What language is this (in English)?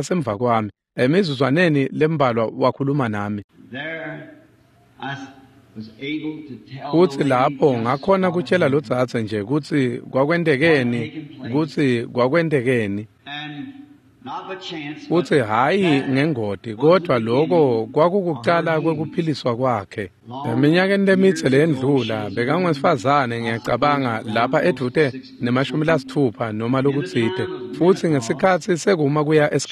Swati